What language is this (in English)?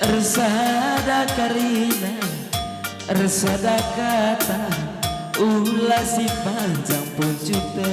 Batak Karo